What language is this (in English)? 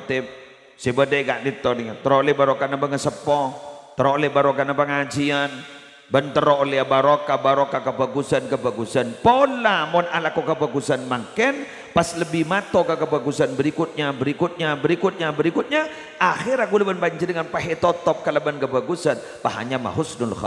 Madurese